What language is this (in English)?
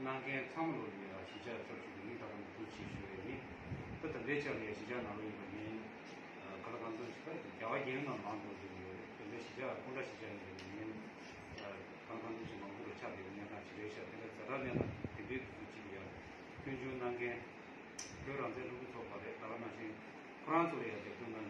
Tibetan